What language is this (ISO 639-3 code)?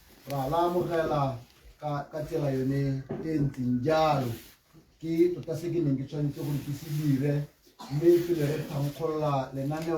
tsn